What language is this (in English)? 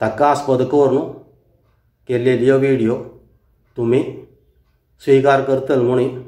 Konkani